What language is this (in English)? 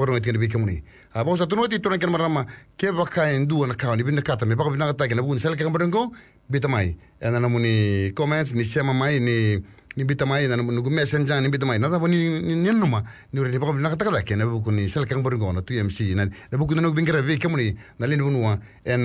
Fijian